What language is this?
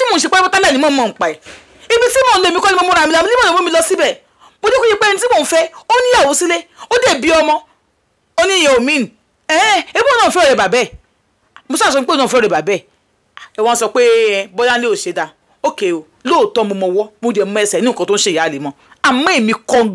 Yoruba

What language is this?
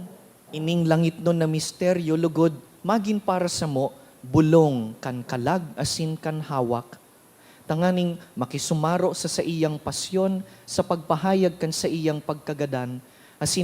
Bikol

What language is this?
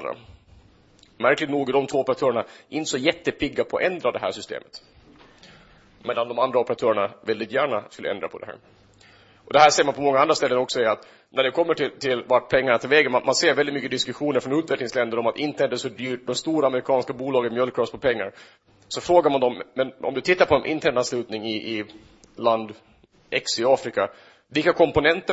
Swedish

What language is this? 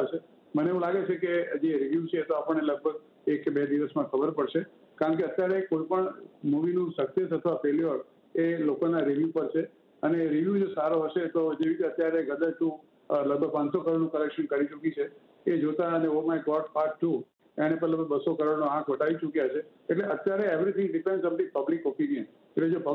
Gujarati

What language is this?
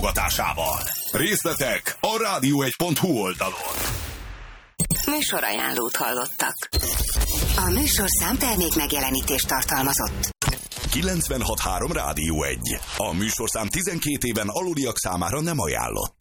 Hungarian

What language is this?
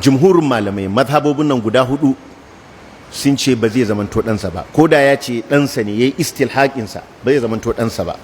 Hausa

